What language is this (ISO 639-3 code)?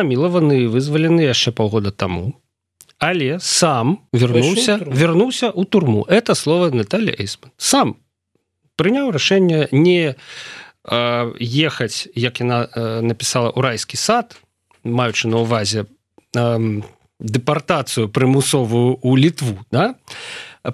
bel